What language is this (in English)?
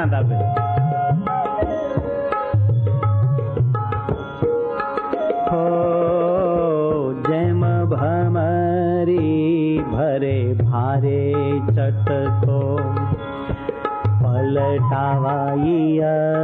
Gujarati